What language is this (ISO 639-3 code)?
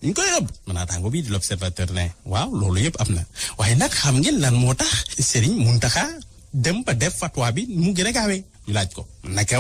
wol